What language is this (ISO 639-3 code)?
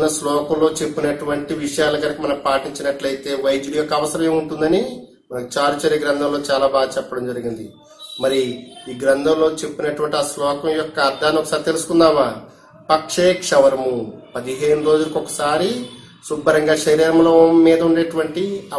tel